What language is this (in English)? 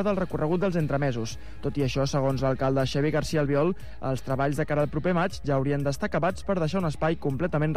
Catalan